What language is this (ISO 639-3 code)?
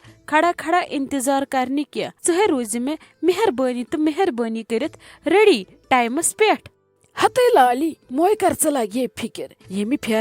kas